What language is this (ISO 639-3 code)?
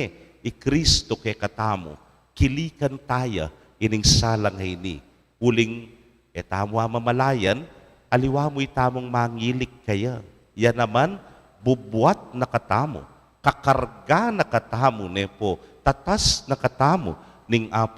pam